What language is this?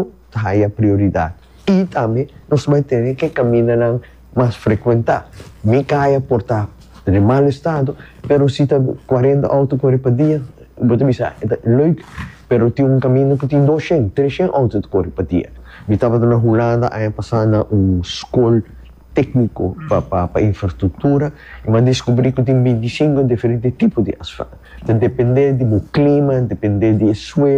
Papiamento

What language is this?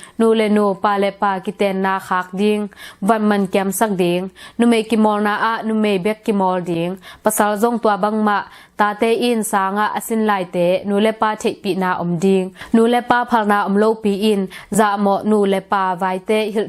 Tedim Chin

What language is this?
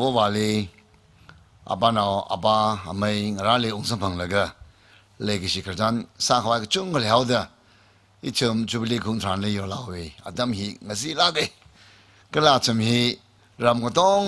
Tangkhul Naga (India)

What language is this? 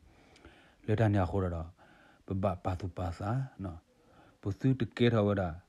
S'gaw Karen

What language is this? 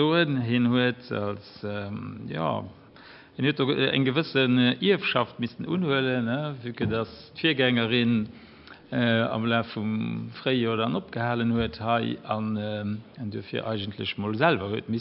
Luxembourgish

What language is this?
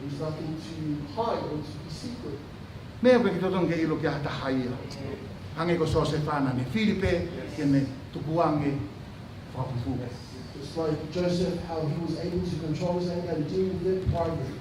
Tongan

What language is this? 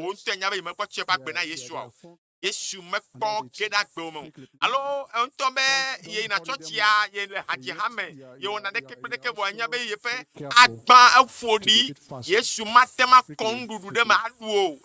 Ewe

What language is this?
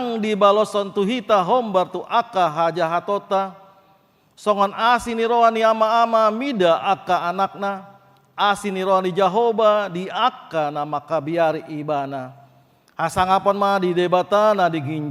Batak Toba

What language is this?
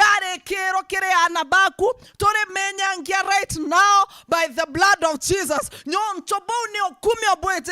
Meru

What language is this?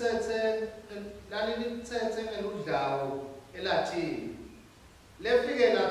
Swati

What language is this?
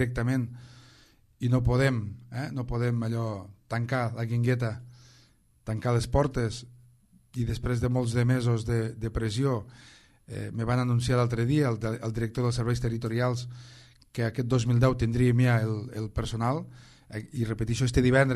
Catalan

